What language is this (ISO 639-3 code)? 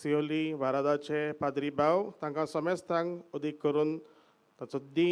kok